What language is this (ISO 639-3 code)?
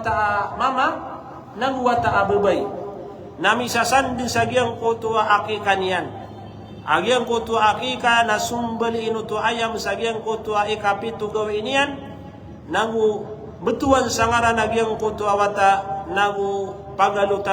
mrw